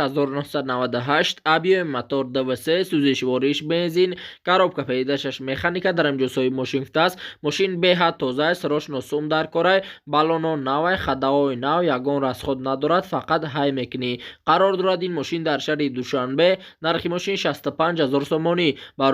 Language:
Tajik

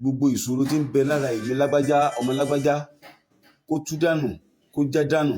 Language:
Yoruba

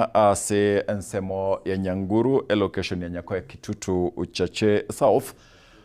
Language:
Gusii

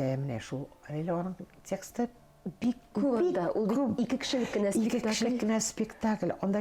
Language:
Tatar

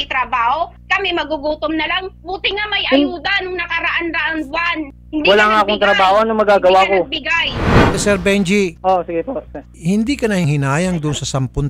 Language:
Filipino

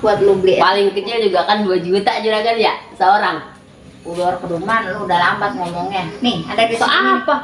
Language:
Betawi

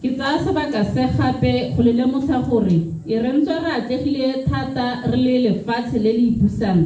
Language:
Tswana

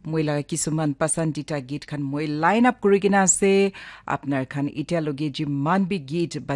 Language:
Naga Pidgin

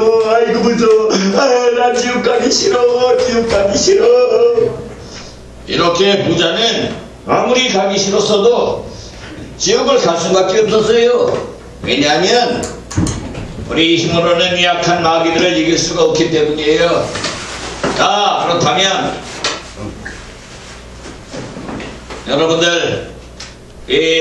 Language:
Korean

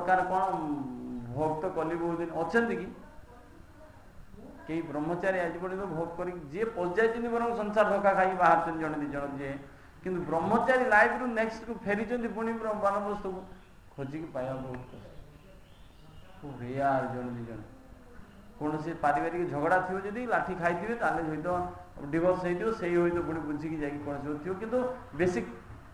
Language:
Odia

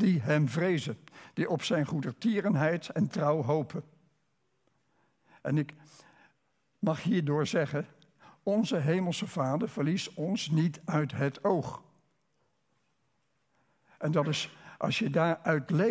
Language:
Dutch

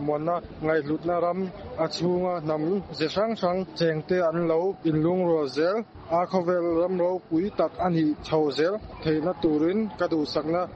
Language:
Mizo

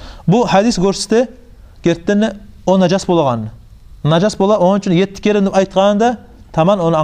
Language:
Kumyk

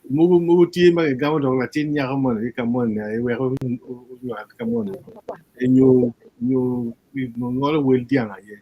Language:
Acoli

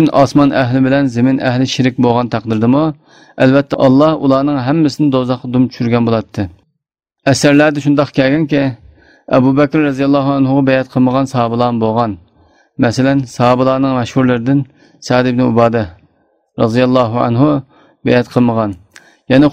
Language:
Uyghur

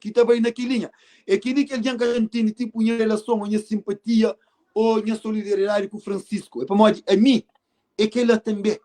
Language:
Kabuverdianu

